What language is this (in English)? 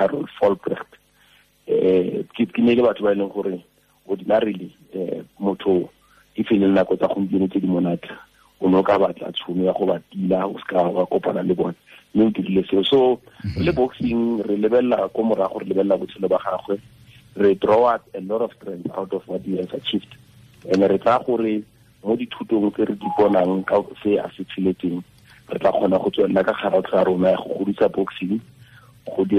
Tswana